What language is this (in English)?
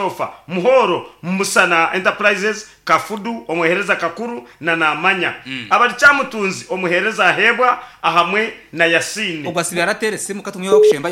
Nyankole